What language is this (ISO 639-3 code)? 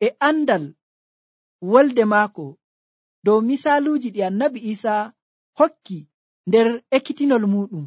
fuv